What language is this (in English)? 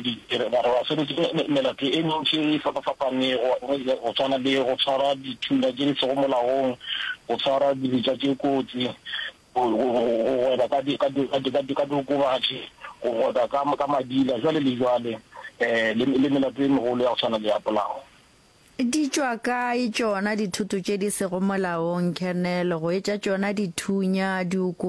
Northern Sotho